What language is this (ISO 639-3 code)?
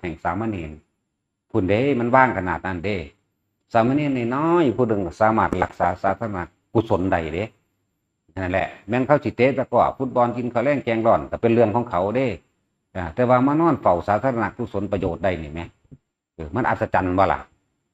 tts